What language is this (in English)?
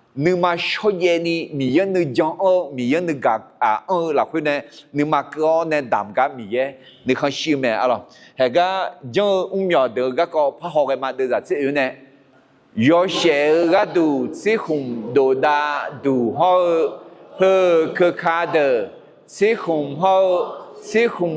Akha